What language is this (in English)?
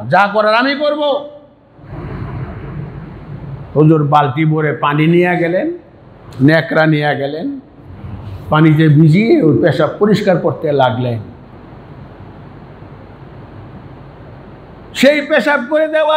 Bangla